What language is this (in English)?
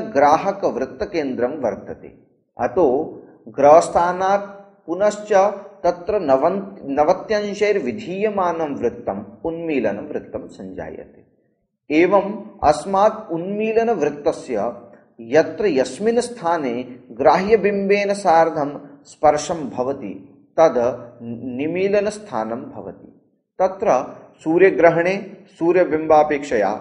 Sanskrit